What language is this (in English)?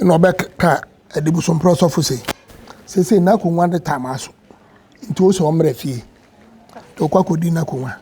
Akan